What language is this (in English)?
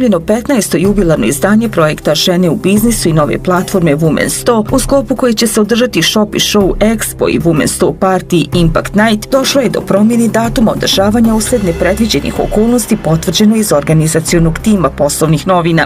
Bosnian